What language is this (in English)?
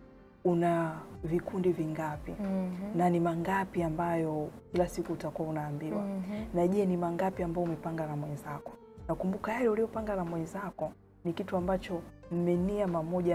Swahili